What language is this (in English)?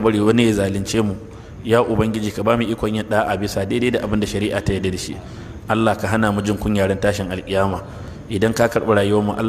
Hausa